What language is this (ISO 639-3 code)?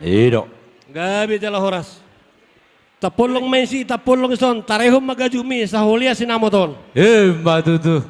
bbc